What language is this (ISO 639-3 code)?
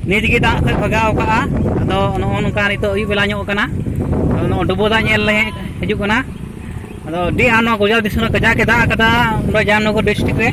sat